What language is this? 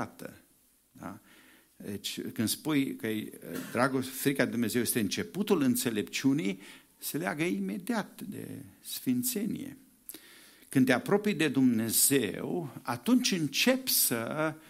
Romanian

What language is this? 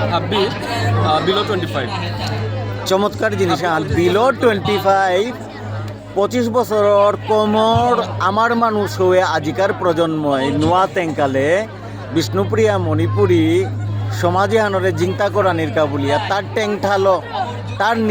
Bishnupriya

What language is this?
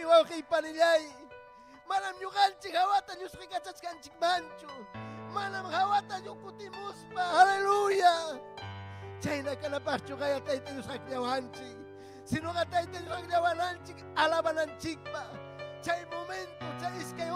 Ayacucho Quechua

